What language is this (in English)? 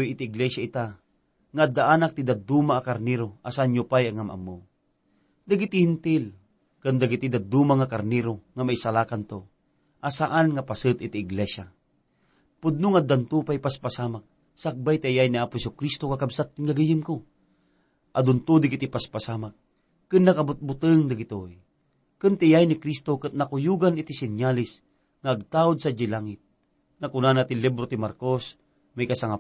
Iloko